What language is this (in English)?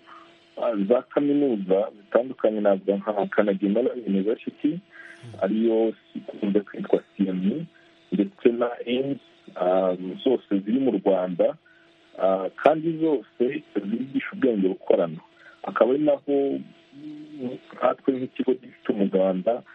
Kinyarwanda